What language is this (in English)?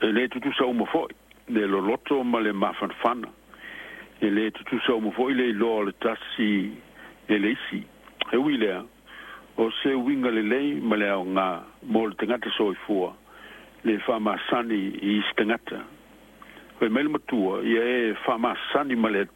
Samoan